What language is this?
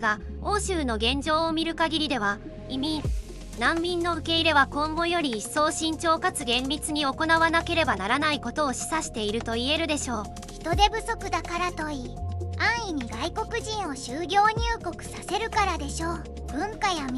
Japanese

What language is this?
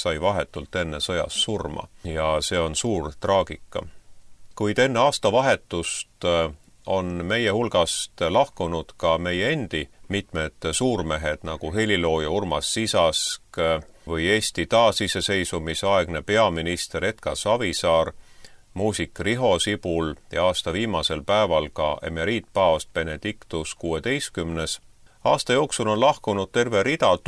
Estonian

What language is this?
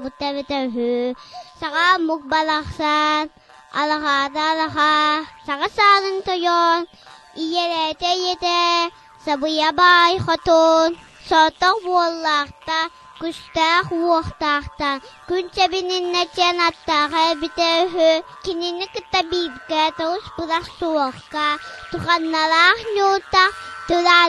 Yakut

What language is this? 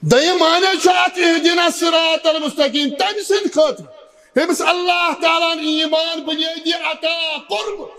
Kashmiri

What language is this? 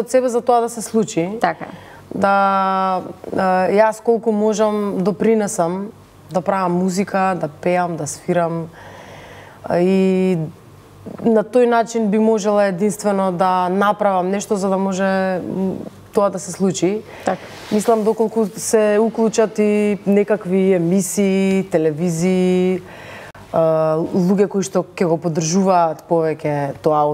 Macedonian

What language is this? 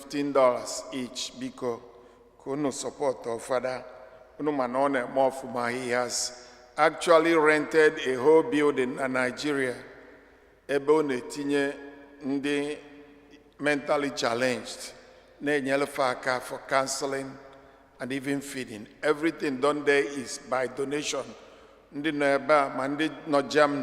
Igbo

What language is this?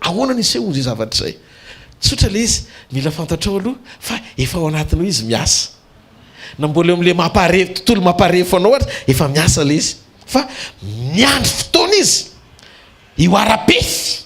Malagasy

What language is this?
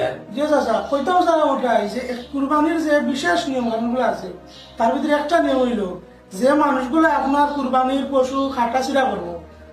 Sylheti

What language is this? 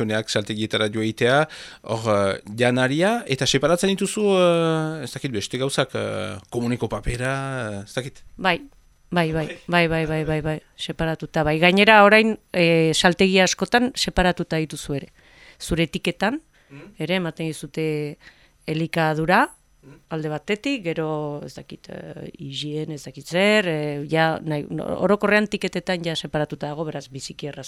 Basque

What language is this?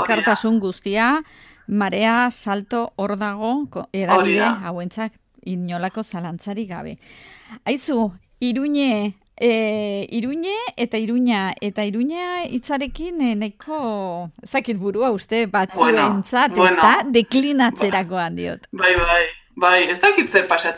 Basque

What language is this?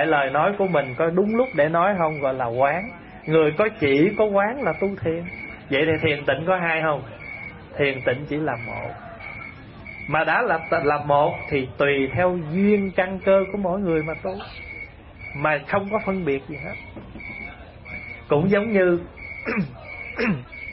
Vietnamese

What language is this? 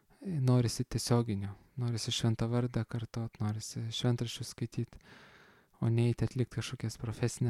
Lithuanian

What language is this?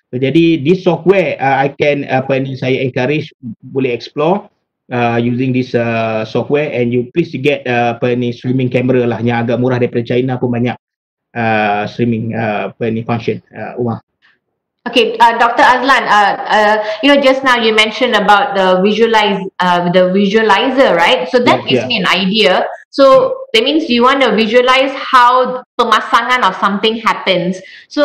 Malay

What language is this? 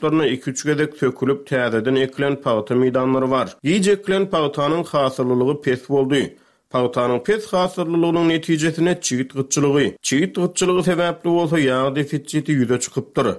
Turkmen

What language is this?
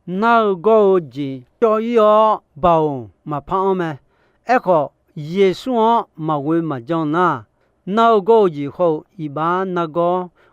Akha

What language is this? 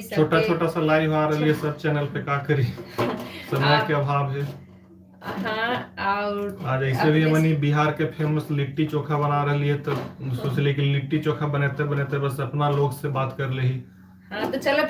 Magahi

